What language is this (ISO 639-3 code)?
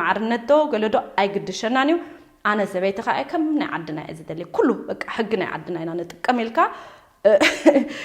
tir